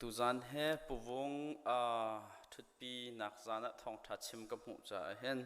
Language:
Hakha Chin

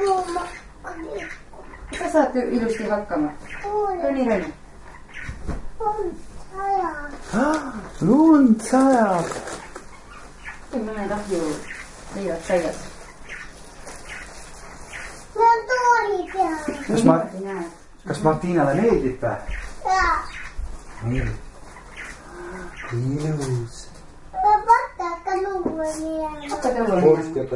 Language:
Estonian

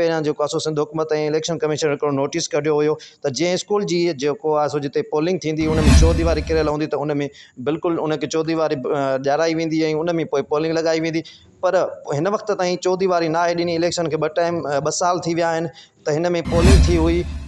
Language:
Sindhi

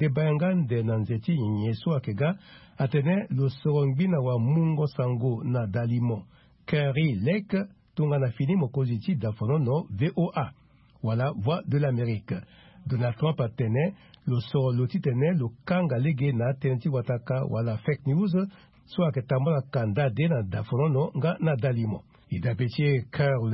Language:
Sango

